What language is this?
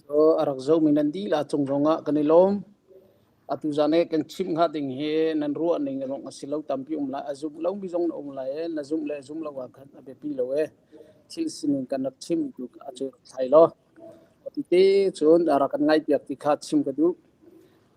Hakha Chin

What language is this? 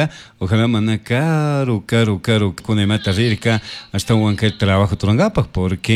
Chimborazo Highland Quichua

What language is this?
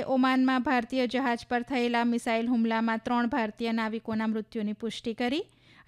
Gujarati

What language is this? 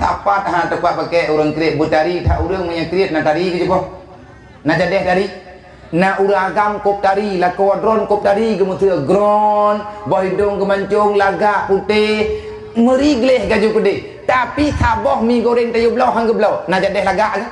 Achinese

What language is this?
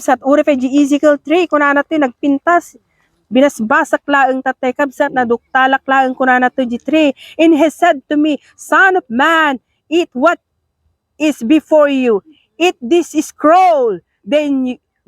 Iloko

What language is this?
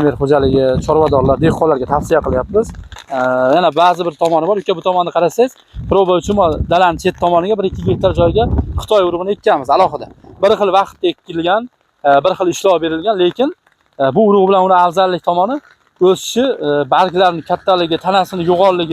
Uzbek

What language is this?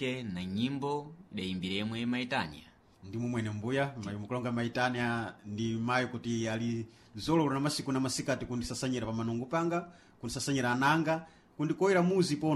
Sena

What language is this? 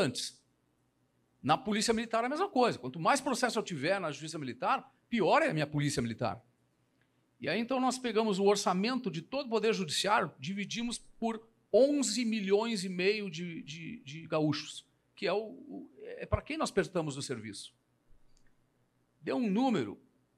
Portuguese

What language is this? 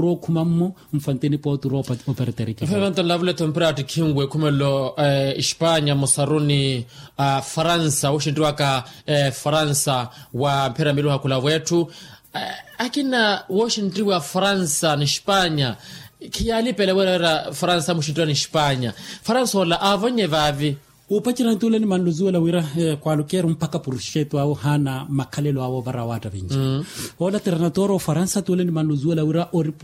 Makhuwa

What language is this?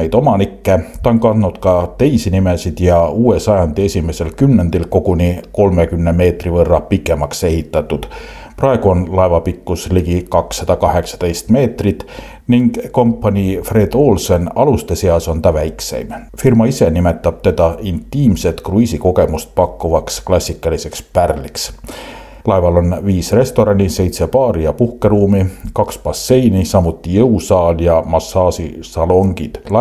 Estonian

